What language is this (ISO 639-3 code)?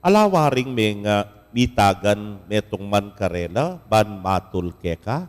pam